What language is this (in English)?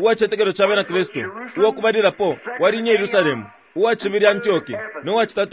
Bemba